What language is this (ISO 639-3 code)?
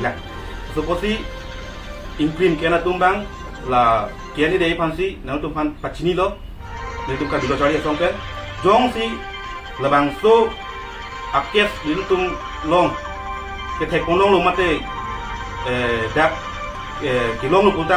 mjw